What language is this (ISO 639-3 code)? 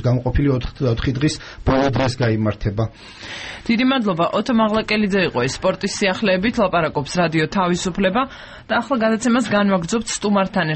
kat